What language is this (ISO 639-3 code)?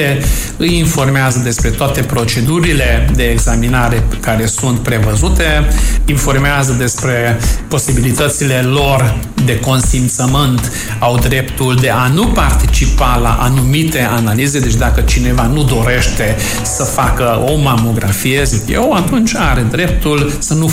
ron